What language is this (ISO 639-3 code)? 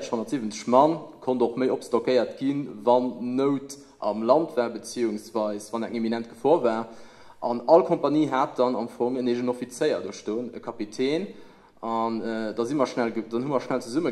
ltz